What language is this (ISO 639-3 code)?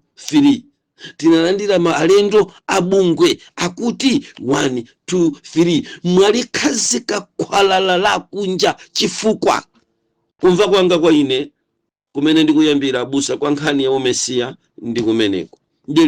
nya